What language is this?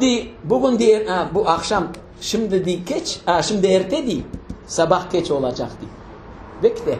Crimean Tatar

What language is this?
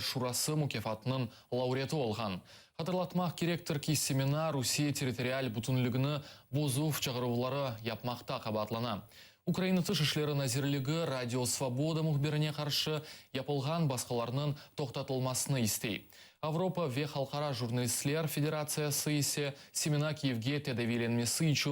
Crimean Tatar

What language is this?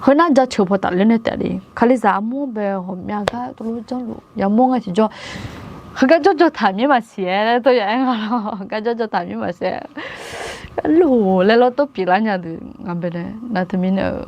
Akha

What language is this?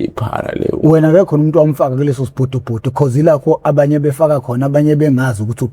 Zulu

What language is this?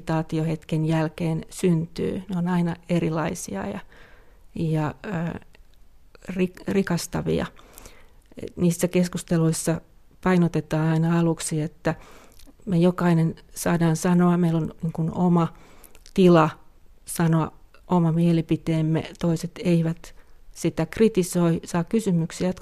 Finnish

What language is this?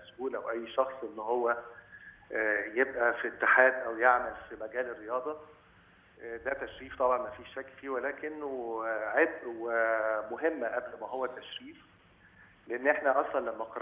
Egyptian Arabic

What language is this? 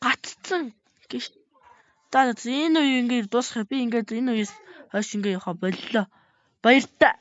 Mongolian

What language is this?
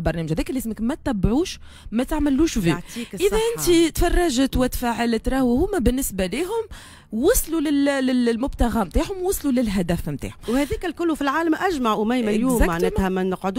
Tunisian Arabic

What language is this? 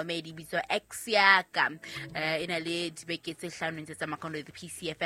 Southern Sotho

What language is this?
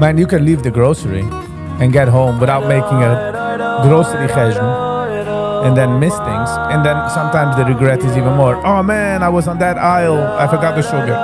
Yiddish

